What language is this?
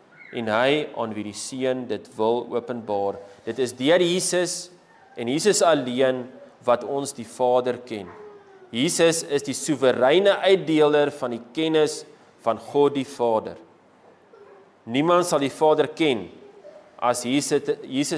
Afrikaans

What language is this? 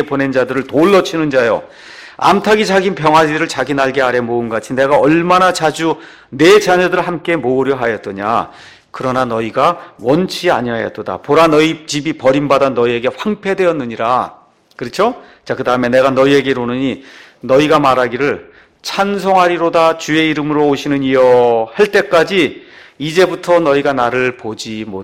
Korean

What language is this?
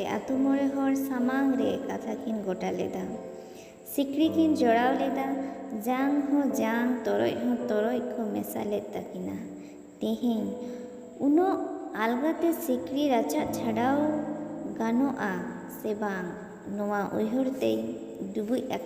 Santali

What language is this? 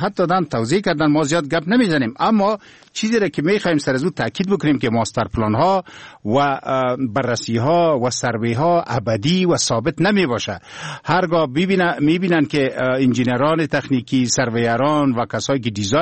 Persian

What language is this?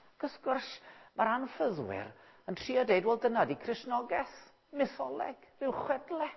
Welsh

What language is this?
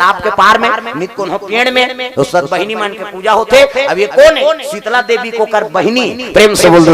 Chhattisgarhi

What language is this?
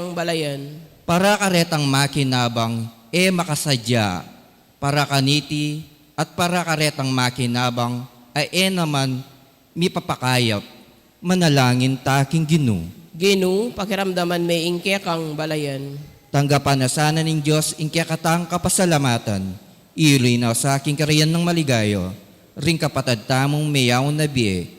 Pampanga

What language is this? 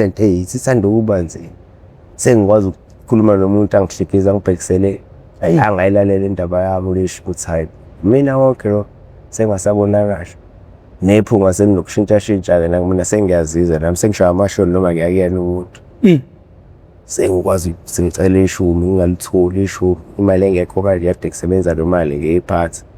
Zulu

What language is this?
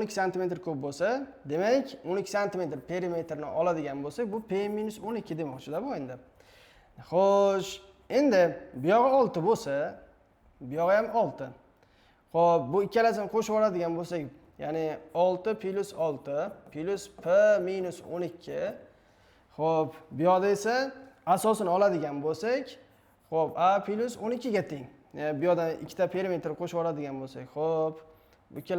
Uzbek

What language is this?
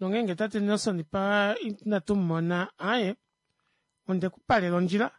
Kuanyama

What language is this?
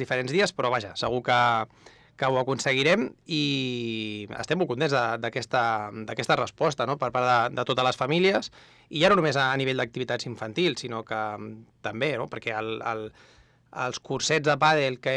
Catalan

